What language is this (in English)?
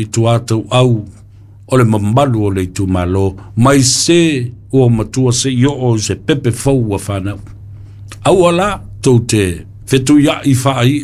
Samoan